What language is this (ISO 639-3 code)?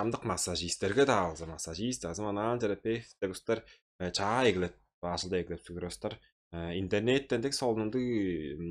tyv